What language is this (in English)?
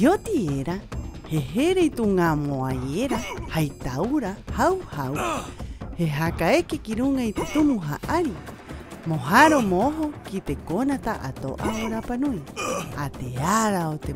Rapanui